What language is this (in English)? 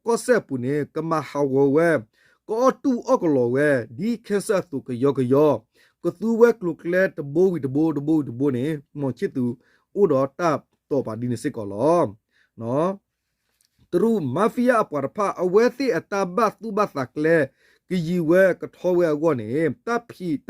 S'gaw Karen